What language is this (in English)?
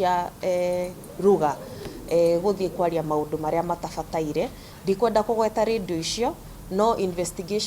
Kikuyu